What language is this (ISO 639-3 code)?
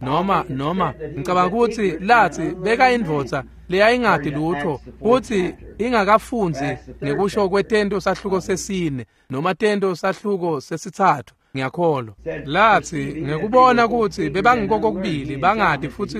ssw